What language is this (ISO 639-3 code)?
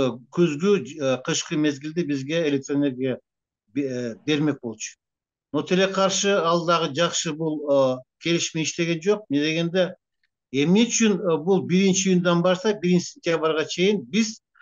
kir